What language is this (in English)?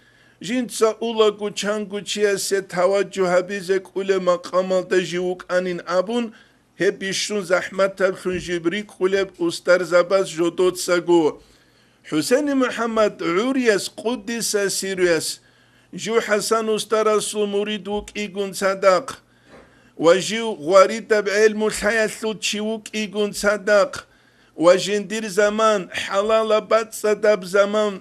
Avaric